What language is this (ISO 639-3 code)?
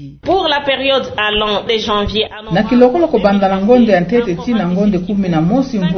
ktu